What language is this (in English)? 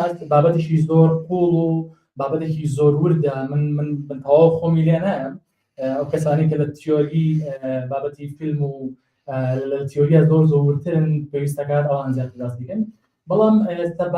Central Kurdish